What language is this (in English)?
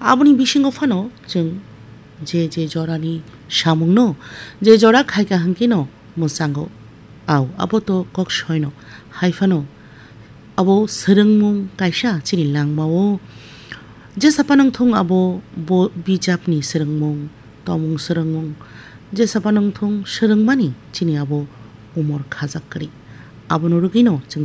Kok Borok